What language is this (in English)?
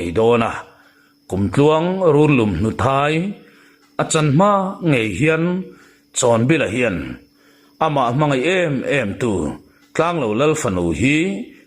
Mizo